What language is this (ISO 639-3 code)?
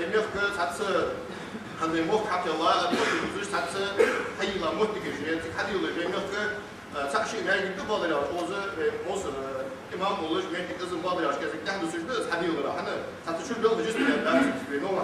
inh